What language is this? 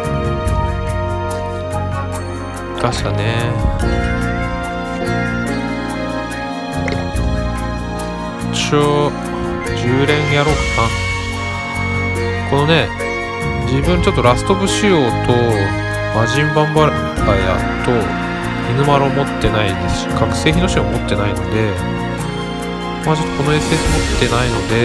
Japanese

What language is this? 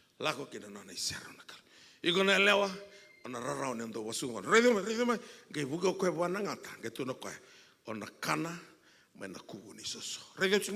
Fijian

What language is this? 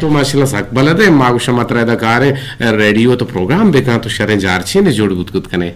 Eastern Balochi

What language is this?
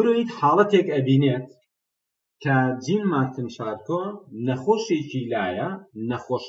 Central Kurdish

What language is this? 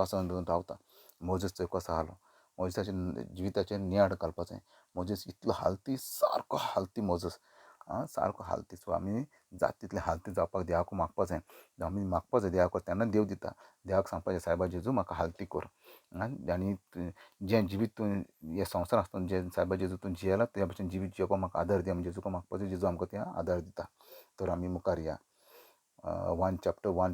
Konkani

